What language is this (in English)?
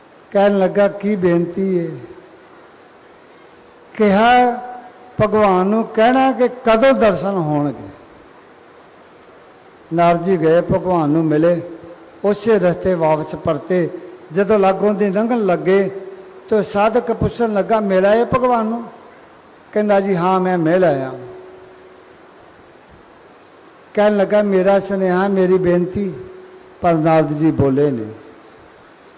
Punjabi